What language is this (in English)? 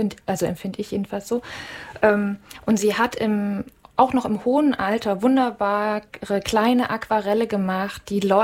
German